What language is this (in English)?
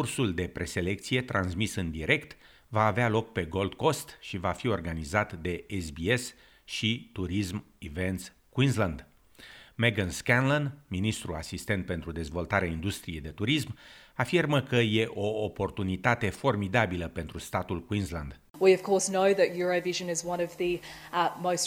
Romanian